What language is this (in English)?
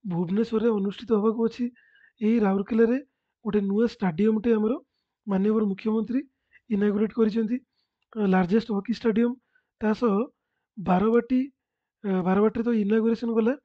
Odia